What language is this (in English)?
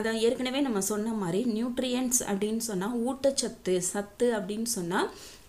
Tamil